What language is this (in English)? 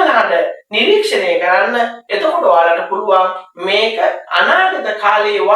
Sinhala